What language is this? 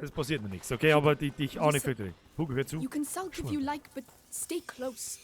Bavarian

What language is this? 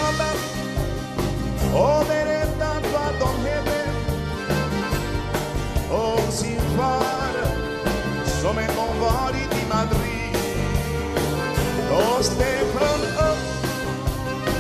Swedish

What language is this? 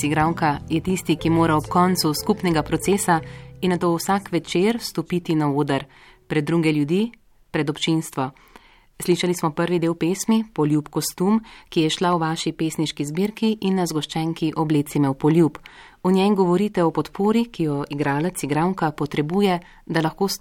Slovenian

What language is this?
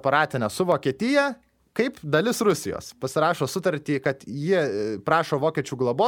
Lithuanian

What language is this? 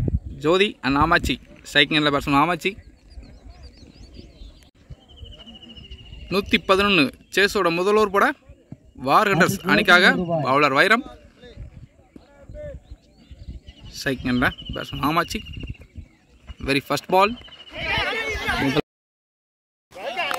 Tamil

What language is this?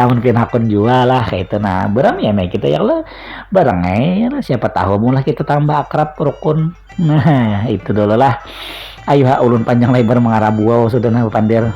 Banjar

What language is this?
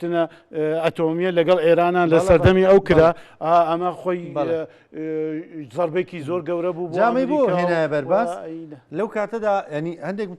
Central Kurdish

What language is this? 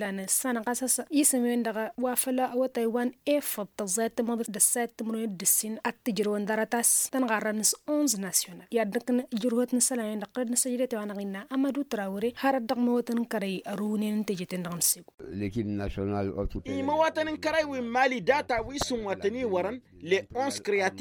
Tamasheq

